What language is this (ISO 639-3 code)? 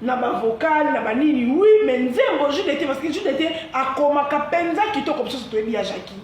lin